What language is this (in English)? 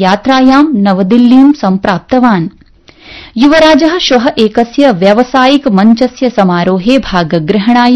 Sanskrit